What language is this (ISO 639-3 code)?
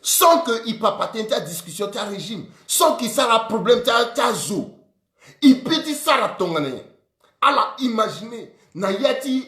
sag